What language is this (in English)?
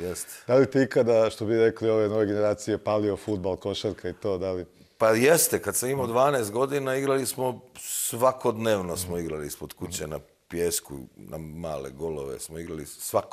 Bosnian